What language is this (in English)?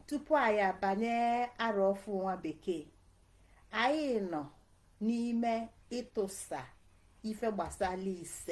Igbo